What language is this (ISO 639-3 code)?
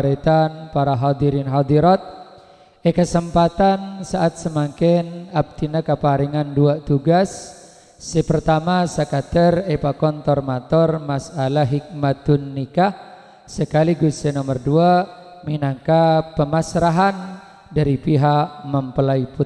mad